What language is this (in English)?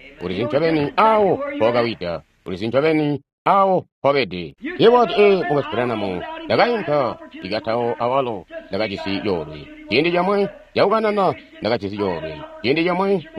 Tonga (Zambia)